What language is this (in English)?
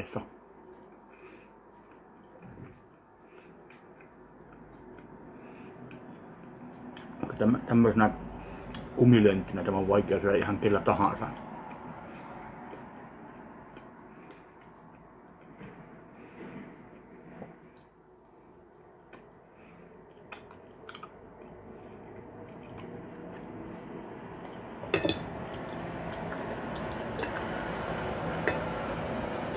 Finnish